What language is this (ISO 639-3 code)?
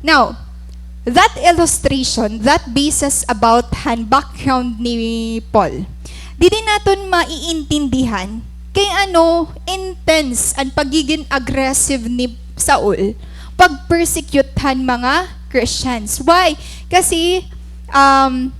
war